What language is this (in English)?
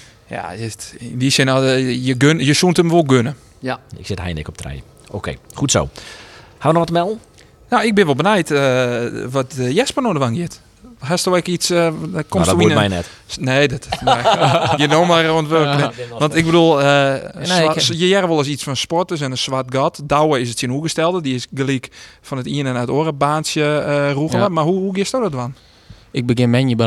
Western Frisian